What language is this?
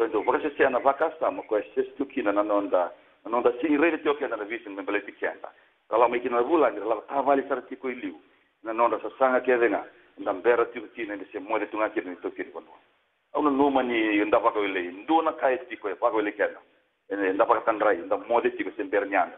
Fijian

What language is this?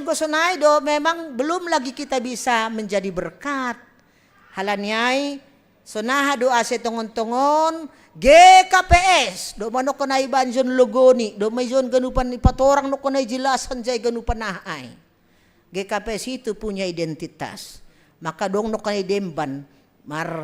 Batak Simalungun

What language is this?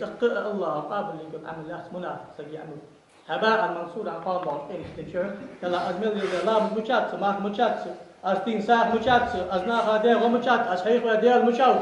Ingush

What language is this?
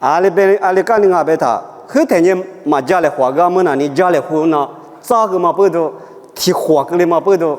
Lisu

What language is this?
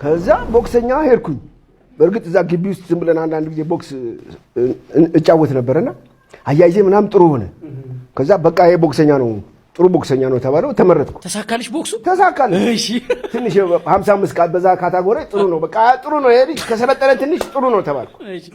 Amharic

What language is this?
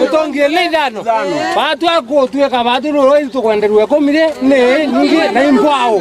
Meru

